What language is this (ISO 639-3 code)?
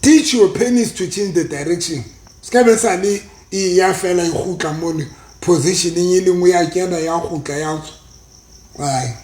sot